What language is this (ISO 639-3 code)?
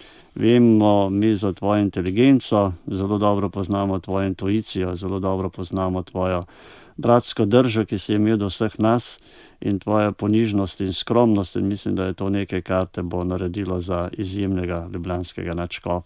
slv